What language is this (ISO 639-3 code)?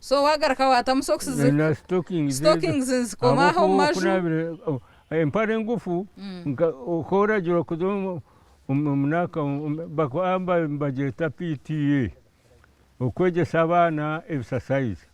nyn